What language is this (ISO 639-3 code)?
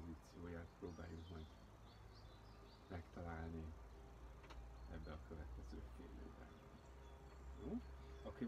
hun